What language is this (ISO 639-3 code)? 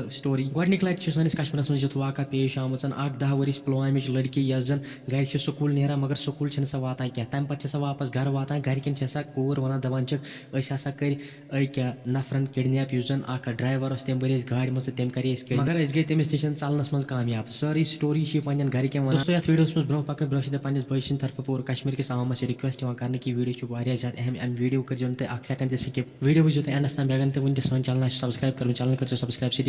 kas